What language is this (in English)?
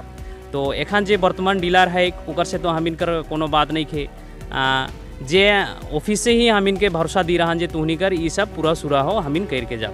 Sadri